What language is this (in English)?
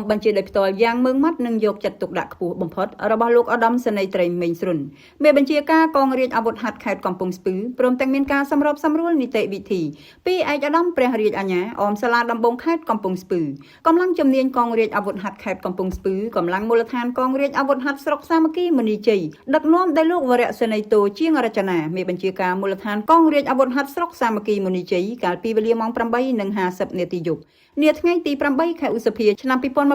Khmer